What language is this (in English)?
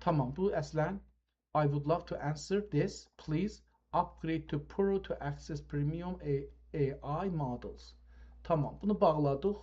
South Azerbaijani